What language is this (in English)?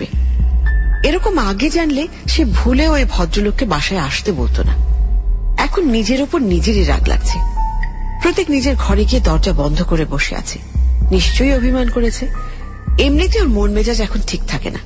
Bangla